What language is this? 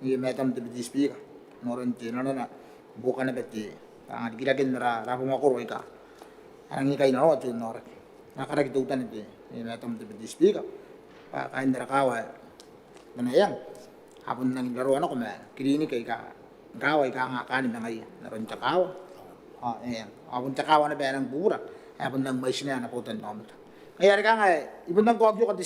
Gilbertese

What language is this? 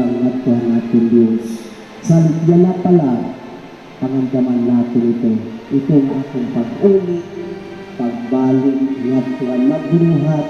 Waray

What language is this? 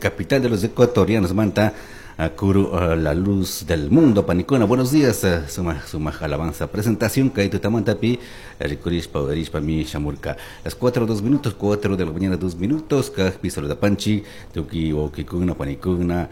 Chimborazo Highland Quichua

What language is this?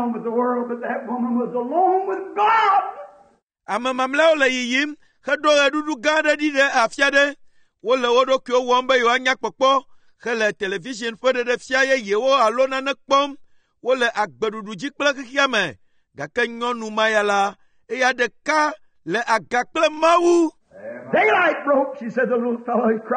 Ewe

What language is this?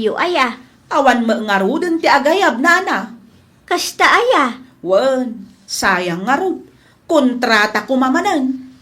Iloko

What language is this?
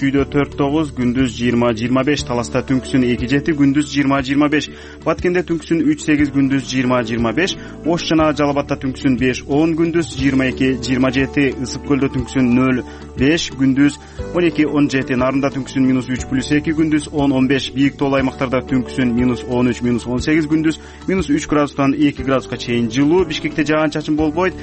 Kyrgyz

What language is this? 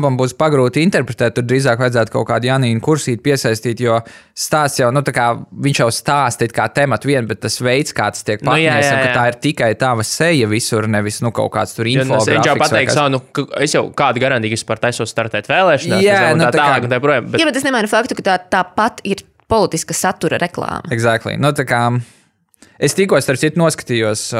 Latvian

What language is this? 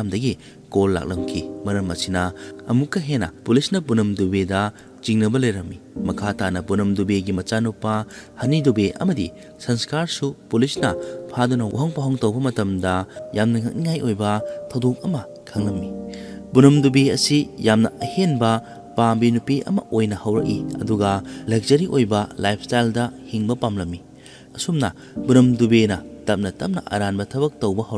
Manipuri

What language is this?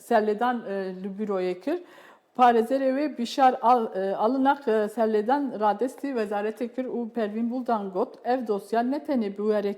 Kurdish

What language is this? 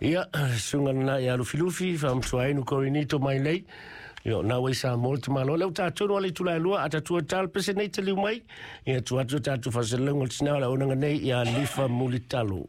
Samoan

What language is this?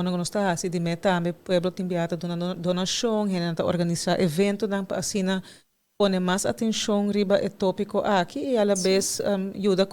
Papiamento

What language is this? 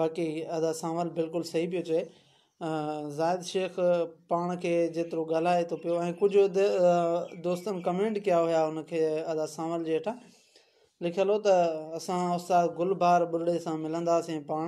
Sindhi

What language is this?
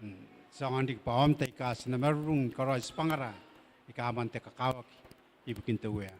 Gilbertese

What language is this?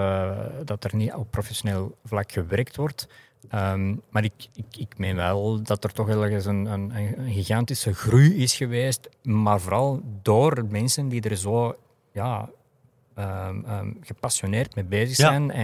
Dutch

